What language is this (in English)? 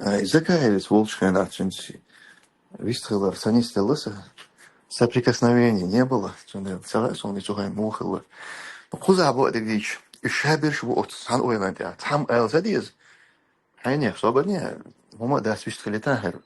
Chechen